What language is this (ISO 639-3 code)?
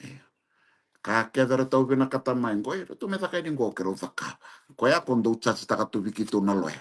fij